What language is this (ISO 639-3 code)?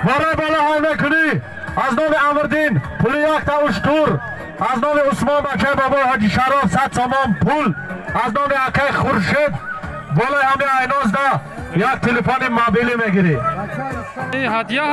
tgk